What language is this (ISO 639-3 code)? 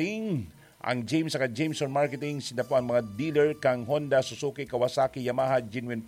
bik